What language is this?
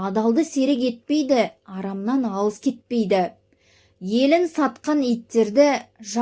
Kazakh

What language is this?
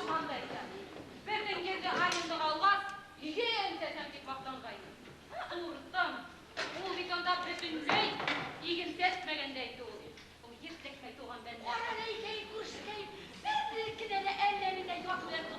Bashkir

